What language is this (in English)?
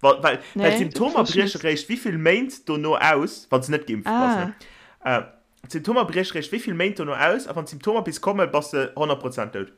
Luxembourgish